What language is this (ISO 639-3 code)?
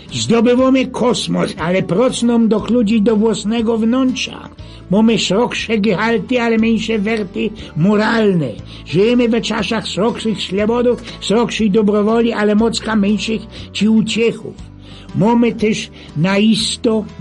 szl